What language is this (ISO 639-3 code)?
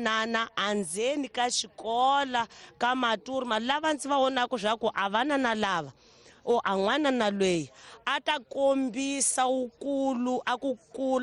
tso